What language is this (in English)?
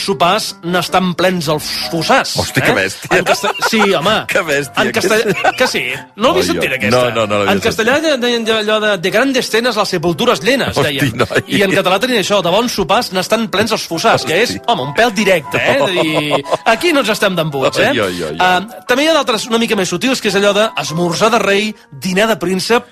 Catalan